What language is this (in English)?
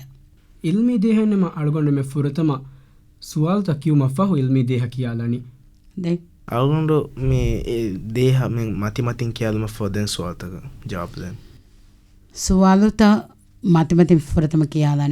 Divehi